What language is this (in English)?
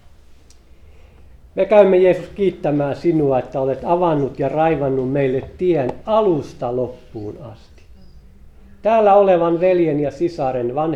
Finnish